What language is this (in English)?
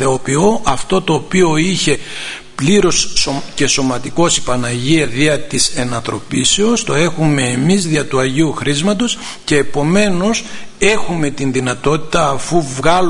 Greek